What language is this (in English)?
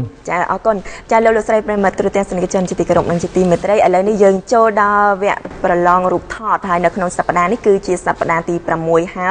Khmer